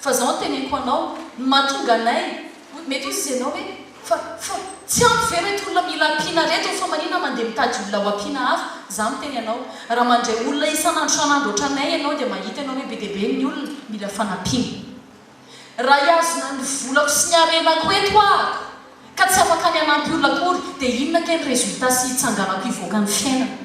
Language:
Malagasy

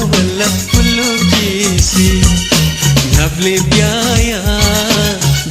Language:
Newari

